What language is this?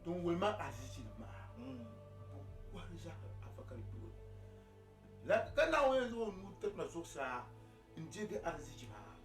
Dagbani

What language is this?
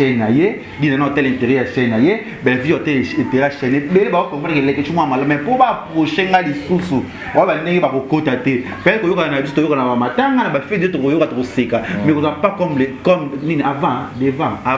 Lingala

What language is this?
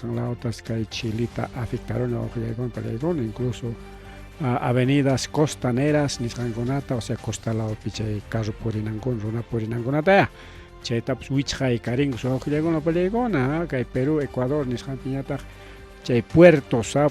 Ayacucho Quechua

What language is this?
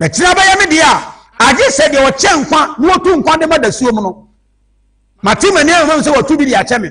Akan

